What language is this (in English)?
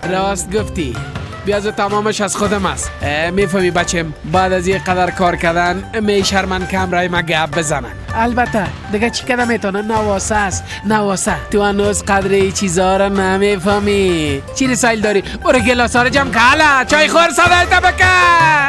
Persian